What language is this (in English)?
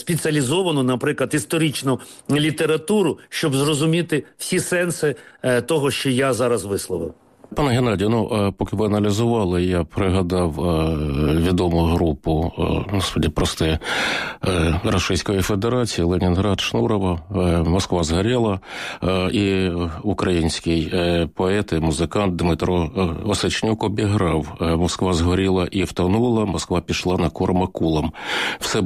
Ukrainian